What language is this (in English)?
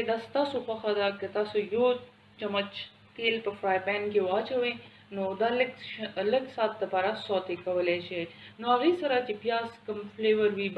Pashto